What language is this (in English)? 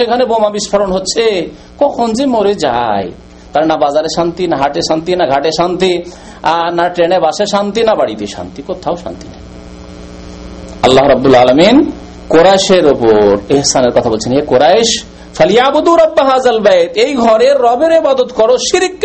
Bangla